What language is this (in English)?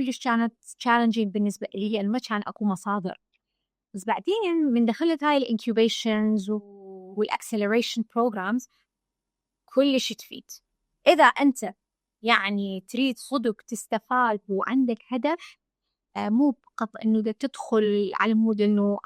Mesopotamian Arabic